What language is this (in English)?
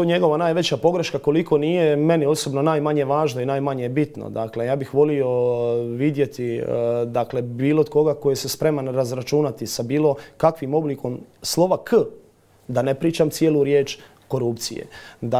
Croatian